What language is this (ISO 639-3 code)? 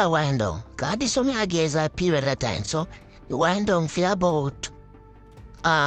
jam